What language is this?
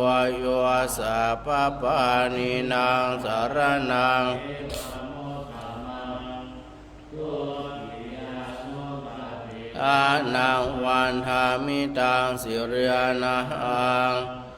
Pali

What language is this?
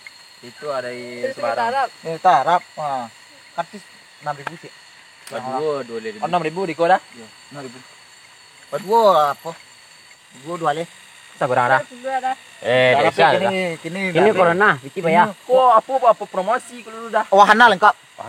Minangkabau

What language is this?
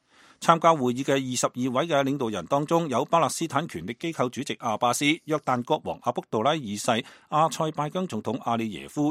Cantonese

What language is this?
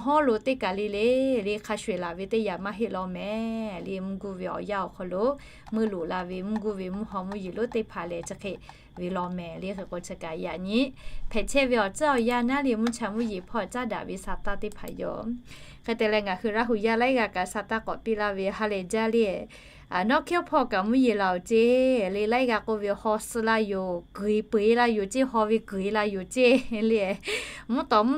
Lahu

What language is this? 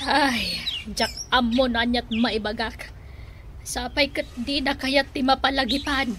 Iloko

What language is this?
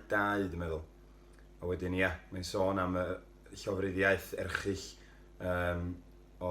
Welsh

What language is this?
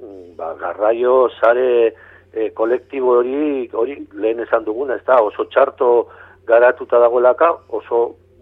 Basque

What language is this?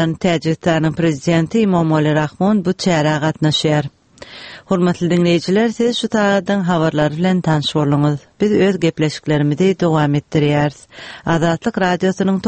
Turkmen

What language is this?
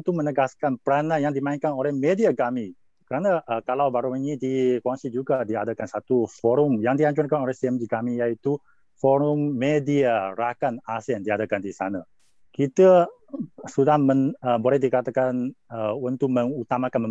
Malay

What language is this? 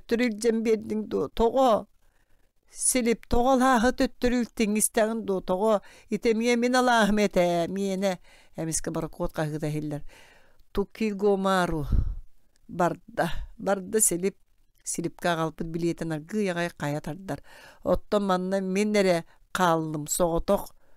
Yakut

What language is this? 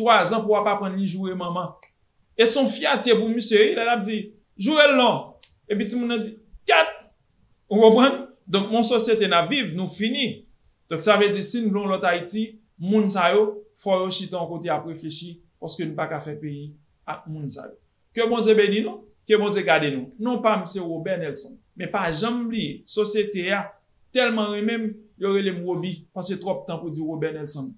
Haitian Creole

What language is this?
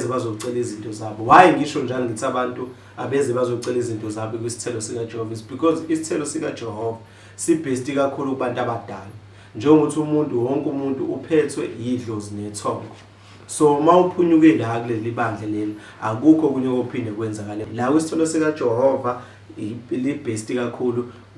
Zulu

